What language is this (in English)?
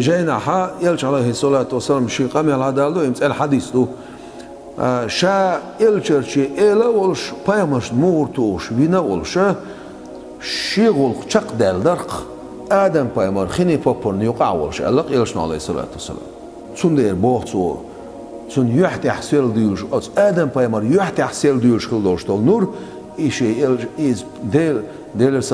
Chechen